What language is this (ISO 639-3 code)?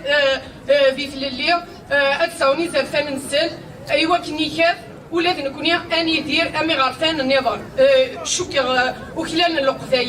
kab